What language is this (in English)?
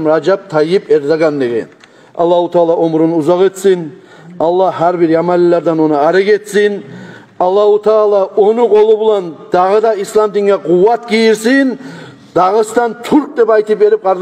Kumyk